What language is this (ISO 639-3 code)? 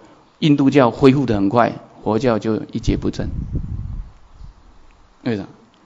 zho